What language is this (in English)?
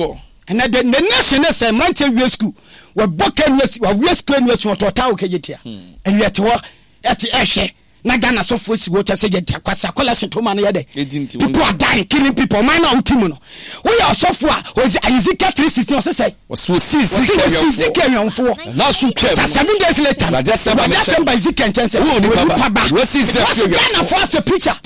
Akan